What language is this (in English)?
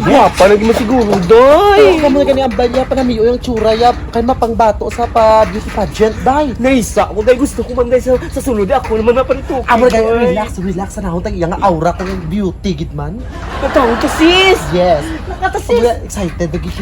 Hiligaynon